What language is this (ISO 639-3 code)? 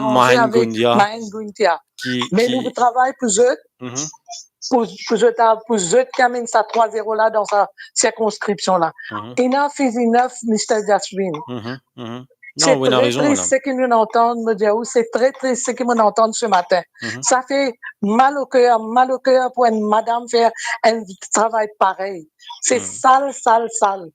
mfe